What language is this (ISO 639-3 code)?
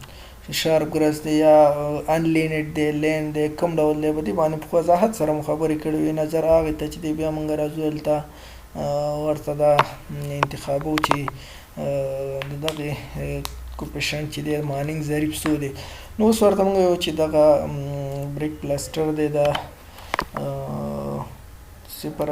pus